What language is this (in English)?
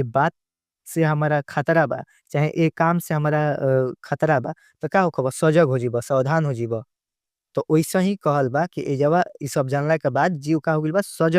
Bhojpuri